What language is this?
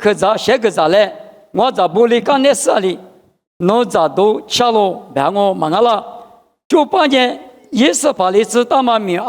Lisu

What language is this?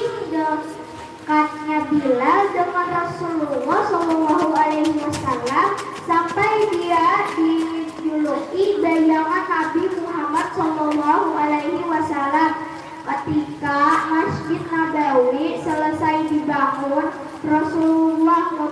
Banjar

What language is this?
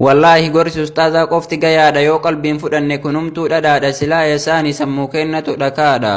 Oromo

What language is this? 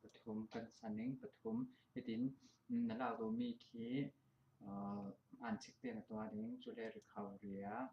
Falam Chin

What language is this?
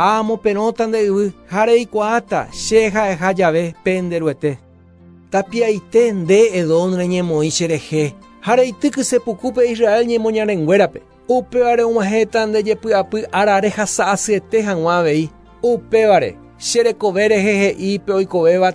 Guarani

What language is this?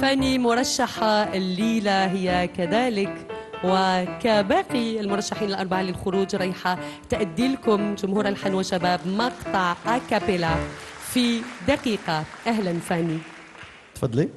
Algerian Arabic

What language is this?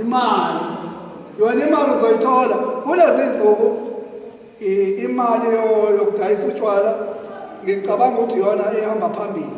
Zulu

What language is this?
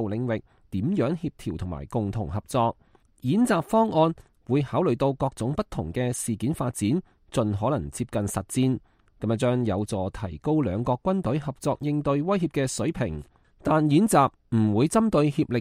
Cantonese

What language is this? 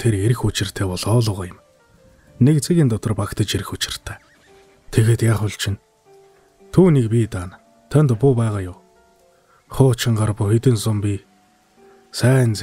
Mongolian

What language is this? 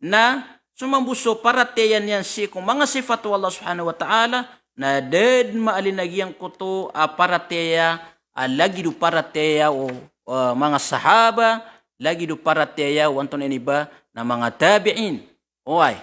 Maranao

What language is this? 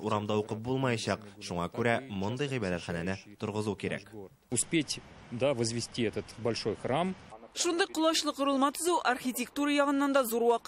Tatar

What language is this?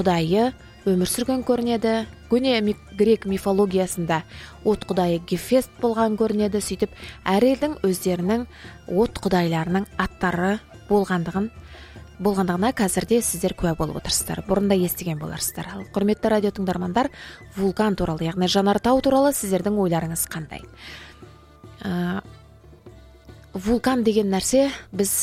Kazakh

